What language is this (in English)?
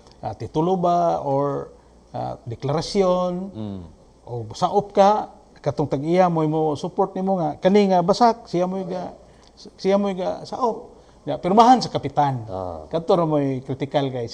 Cebuano